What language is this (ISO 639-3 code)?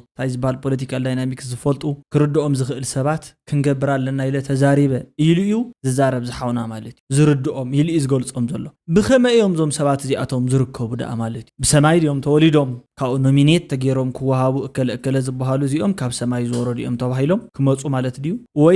tir